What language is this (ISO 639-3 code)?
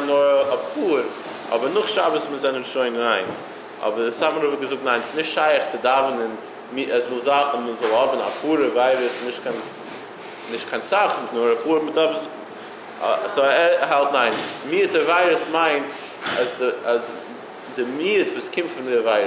yid